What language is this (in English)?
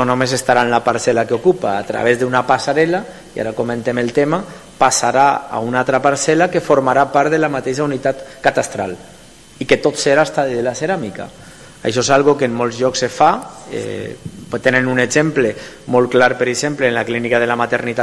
Catalan